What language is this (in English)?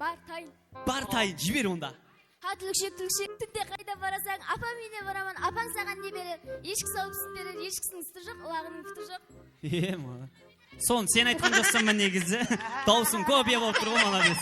Kara-Kalpak